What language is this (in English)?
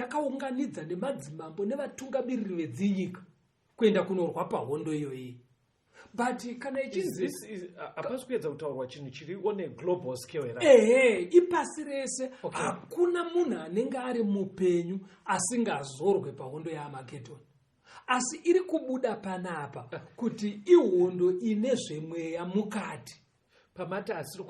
Shona